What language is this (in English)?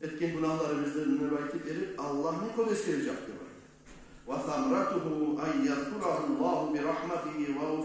Kumyk